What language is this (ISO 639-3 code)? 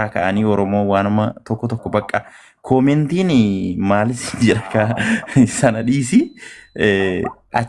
orm